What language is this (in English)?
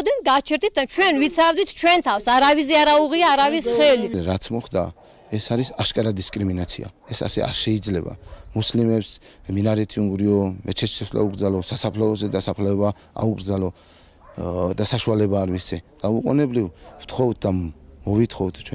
Georgian